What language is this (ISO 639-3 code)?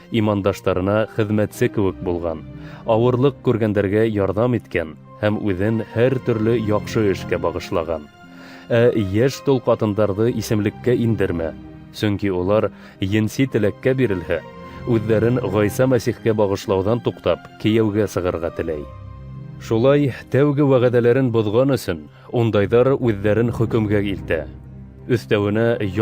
bak